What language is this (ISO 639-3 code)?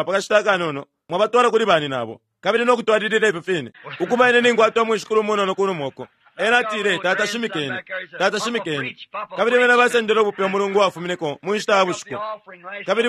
bem